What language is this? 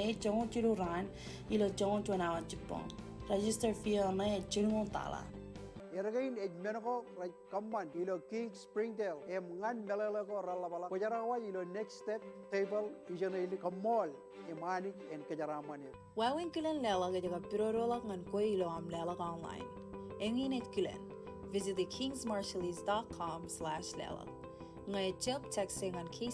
Marshallese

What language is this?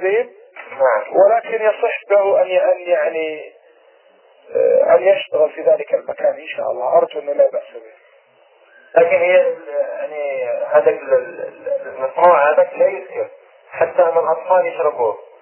Arabic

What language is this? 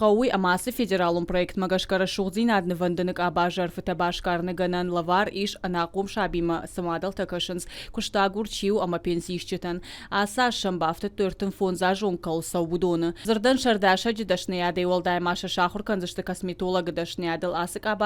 Ossetic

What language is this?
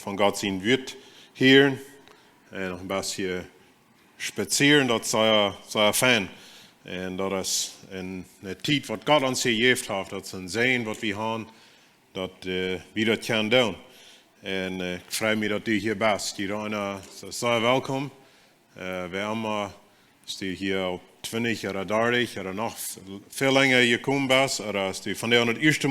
Plautdietsch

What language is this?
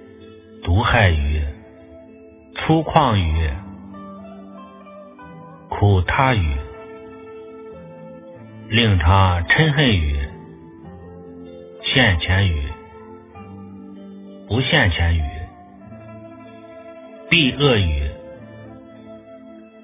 Chinese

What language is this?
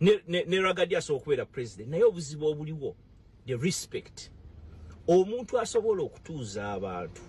Ganda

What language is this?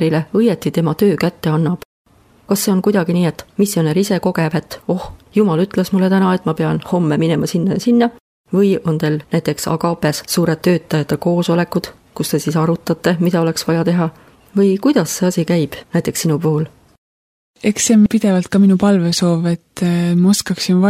Estonian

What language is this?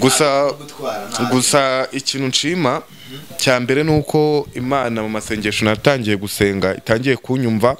Kinyarwanda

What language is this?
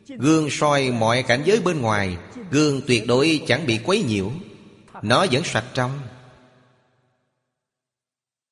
Vietnamese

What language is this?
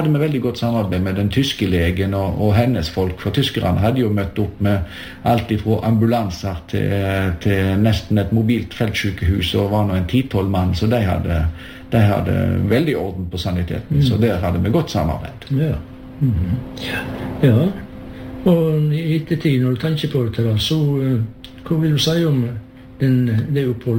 Norwegian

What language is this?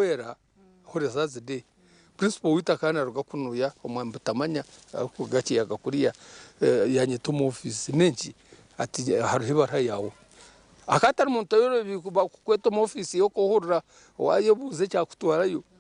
Nyankole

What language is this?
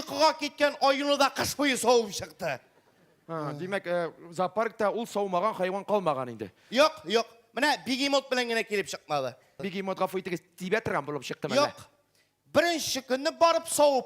Tatar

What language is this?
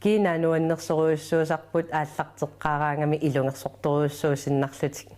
Kalaallisut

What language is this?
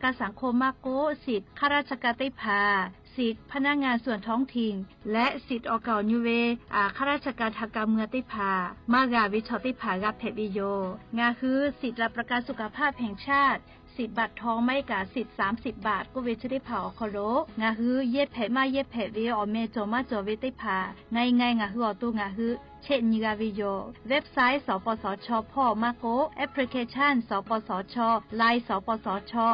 Lahu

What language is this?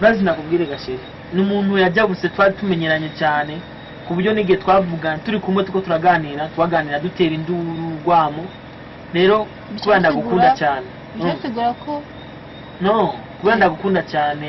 Rundi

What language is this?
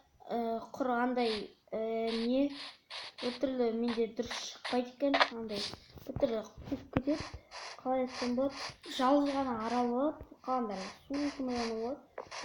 Kazakh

